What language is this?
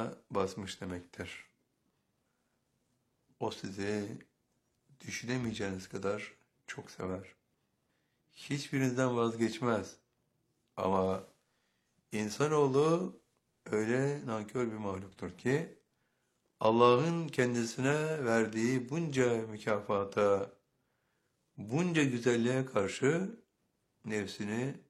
Turkish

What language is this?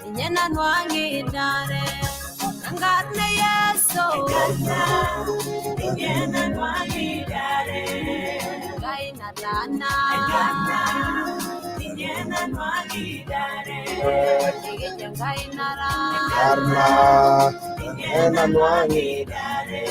Masai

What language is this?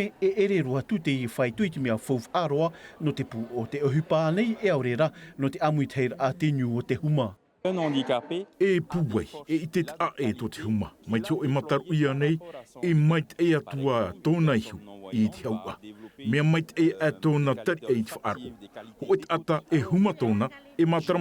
Tahitian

